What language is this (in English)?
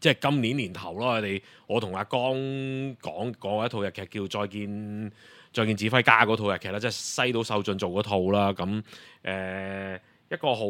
Cantonese